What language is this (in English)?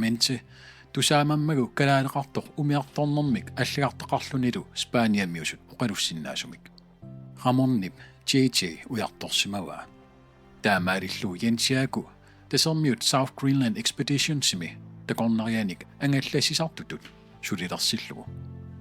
Kalaallisut